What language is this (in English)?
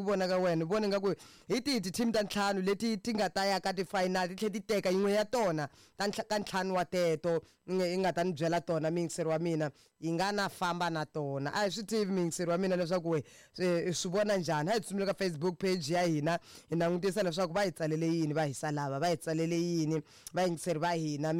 Tsonga